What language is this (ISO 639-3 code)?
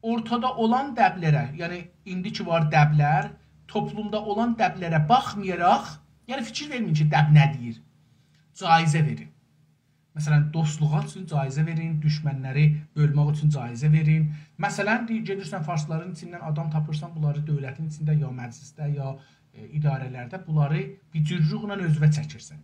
azb